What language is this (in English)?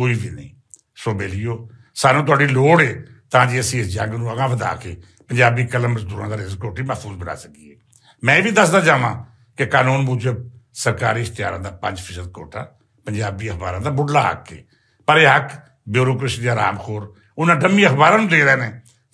Western Panjabi